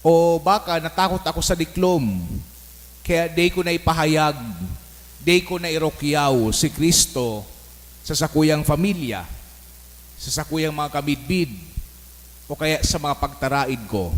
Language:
Bikol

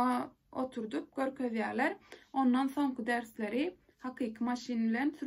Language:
Turkmen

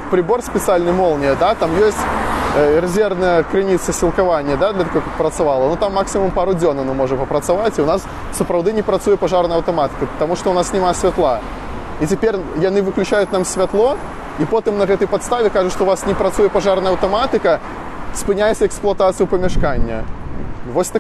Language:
Belarusian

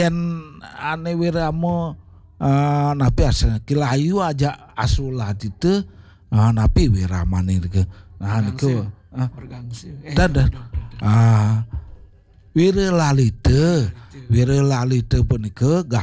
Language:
Balinese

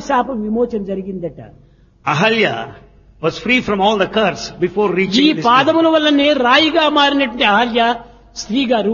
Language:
Telugu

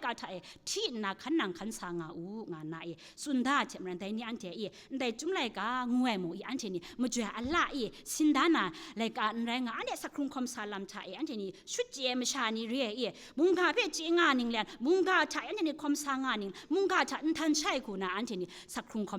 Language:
Kachin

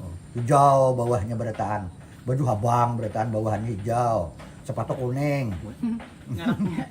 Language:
Banjar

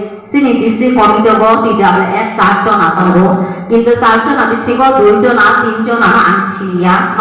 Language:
Kok Borok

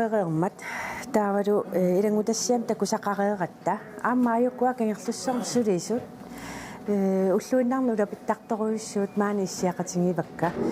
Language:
Kalaallisut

